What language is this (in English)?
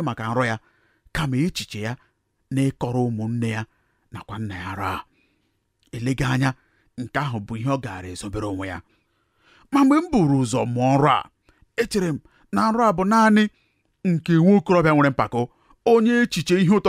Igbo